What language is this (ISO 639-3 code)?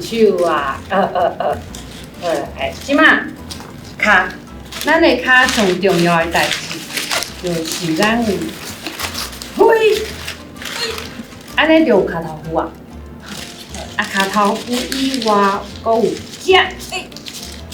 nan